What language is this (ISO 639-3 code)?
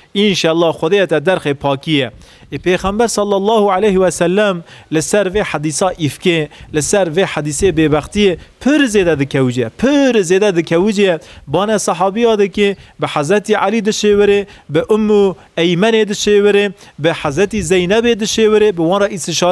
kur